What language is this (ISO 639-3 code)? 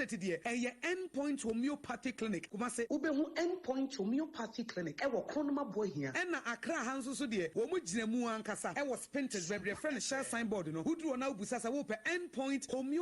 aka